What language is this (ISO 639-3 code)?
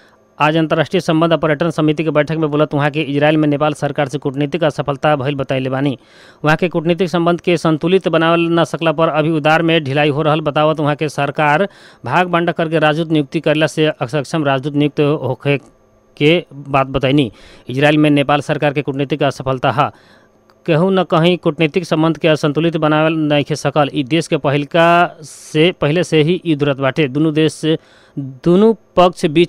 bho